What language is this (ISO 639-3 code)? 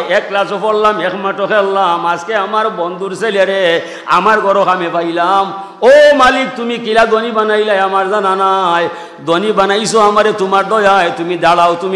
syl